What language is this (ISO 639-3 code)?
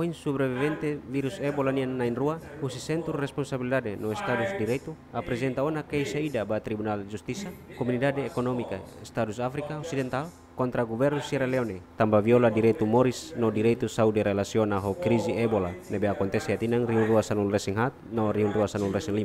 tet